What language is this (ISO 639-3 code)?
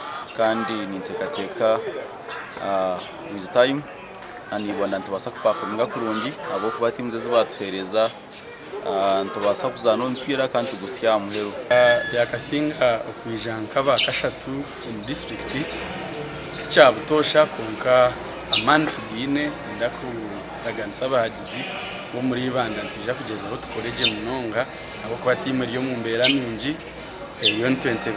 nyn